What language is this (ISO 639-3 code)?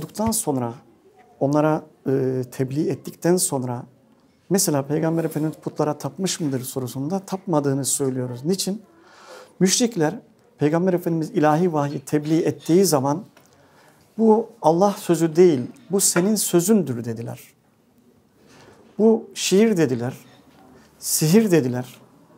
tur